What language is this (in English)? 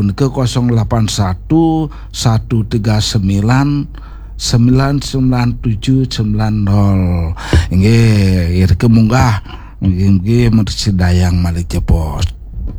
Balinese